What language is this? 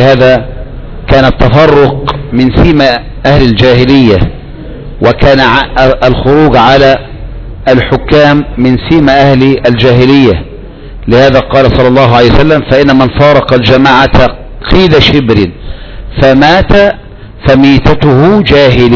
Arabic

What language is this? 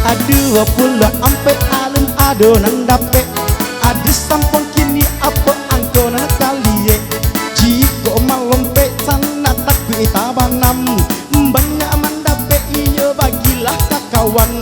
Minangkabau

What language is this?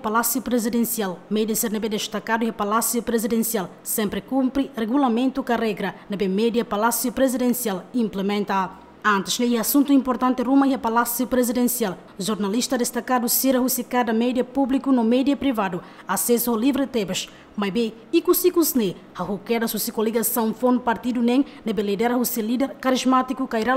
Tetum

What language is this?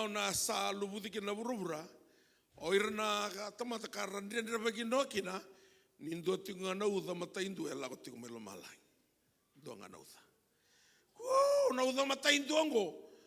Fijian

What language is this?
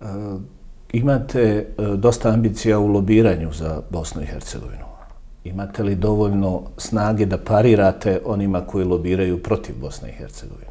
Bosnian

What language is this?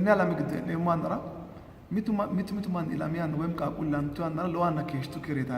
Sidamo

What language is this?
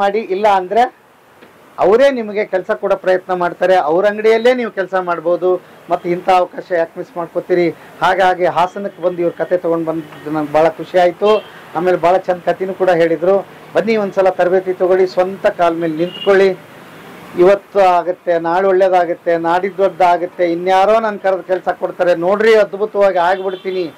Kannada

